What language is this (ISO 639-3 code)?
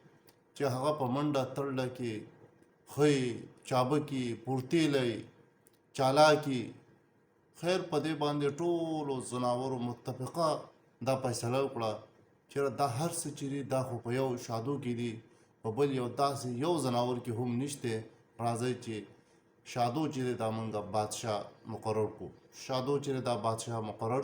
pus